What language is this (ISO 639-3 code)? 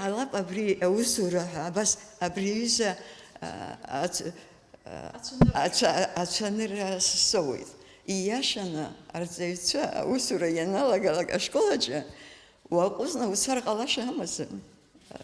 abk